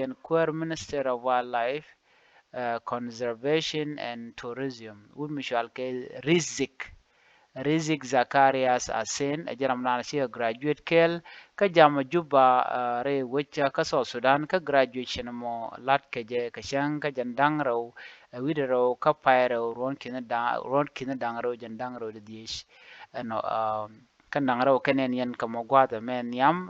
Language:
Nuer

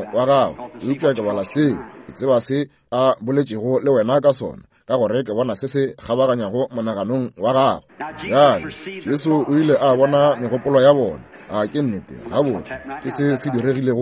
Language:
Northern Sotho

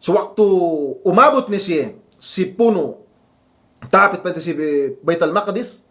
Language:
Yakan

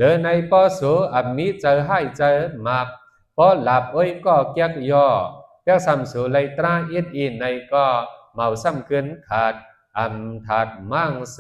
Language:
Shan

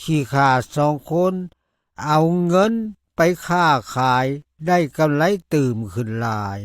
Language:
Lao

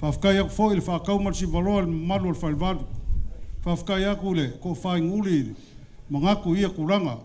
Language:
Samoan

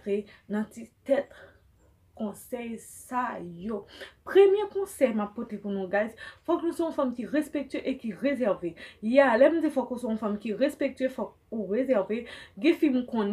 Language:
Haitian Creole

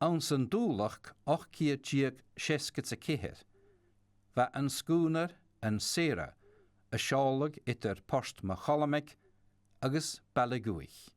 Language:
Scottish Gaelic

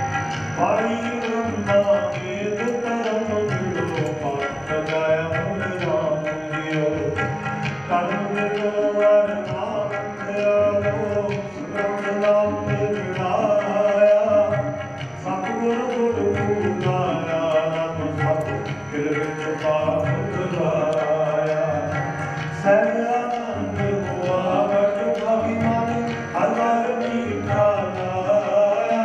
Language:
Punjabi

